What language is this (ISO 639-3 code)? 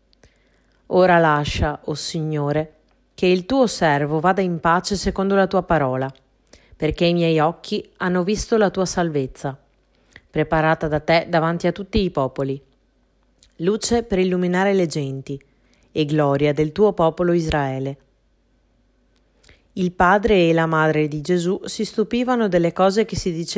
ita